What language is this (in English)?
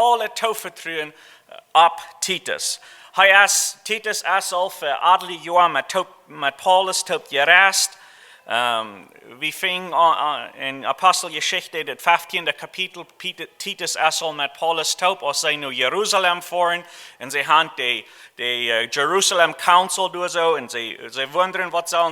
Plautdietsch